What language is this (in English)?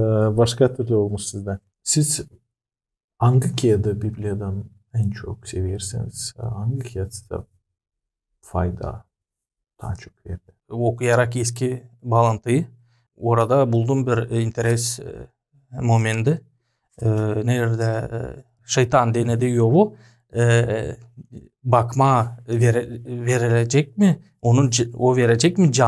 Gagauz